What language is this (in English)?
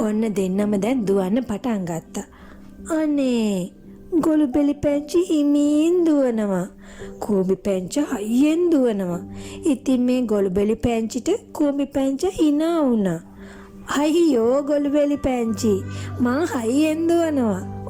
Sinhala